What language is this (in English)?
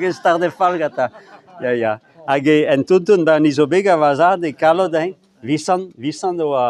Breton